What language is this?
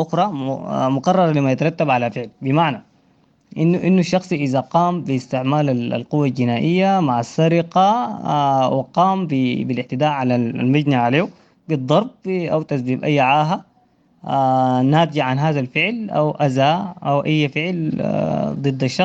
Sudanese Arabic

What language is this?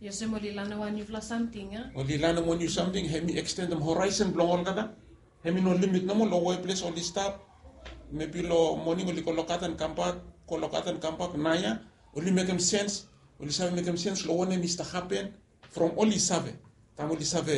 Bislama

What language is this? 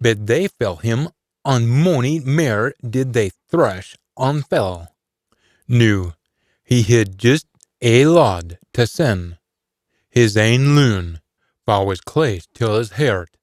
Scots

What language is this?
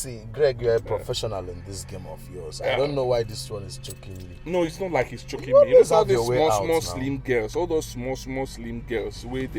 Nigerian Pidgin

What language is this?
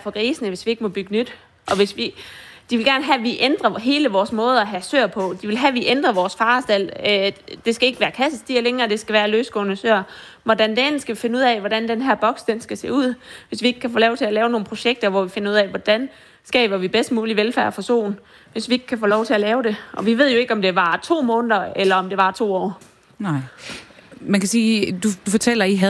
Danish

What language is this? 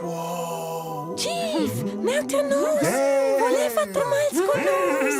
Romansh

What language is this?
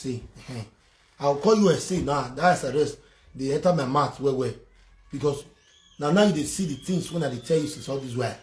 Nigerian Pidgin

